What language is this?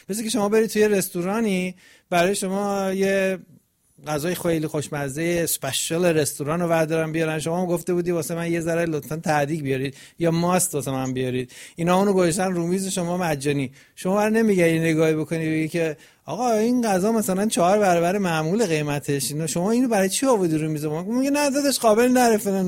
Persian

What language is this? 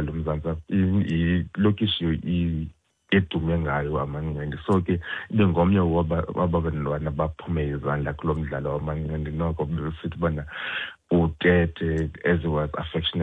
Xhosa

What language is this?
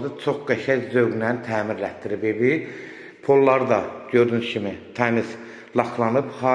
Azerbaijani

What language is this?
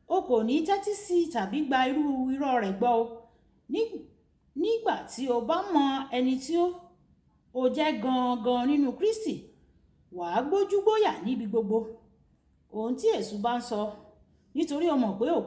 Yoruba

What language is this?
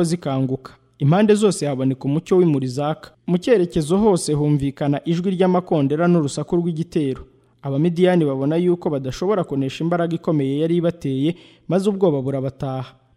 Kinyarwanda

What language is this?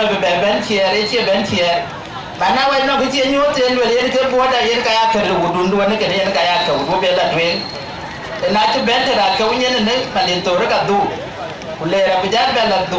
Dinka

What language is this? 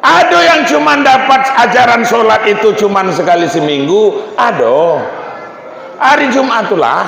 Minangkabau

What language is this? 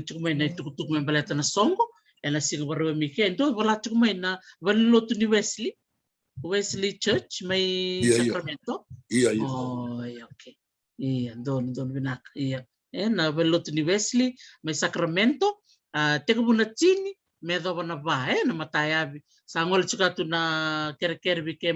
Fijian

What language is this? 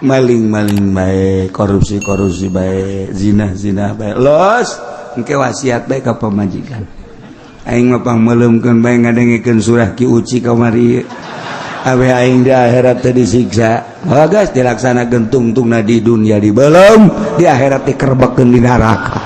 Sundanese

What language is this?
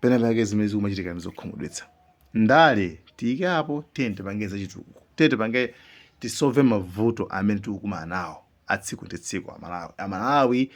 Nyanja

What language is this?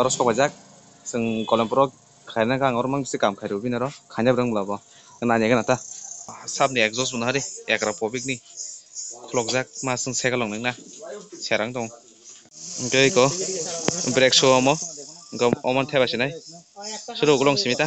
Kok Borok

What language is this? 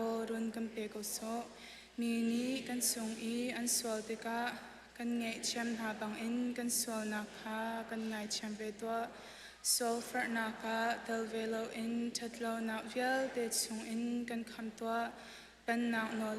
Hakha Chin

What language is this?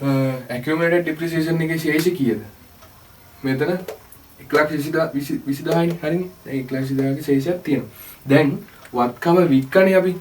Sinhala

